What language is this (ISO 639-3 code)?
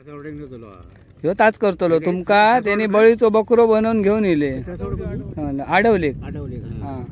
kok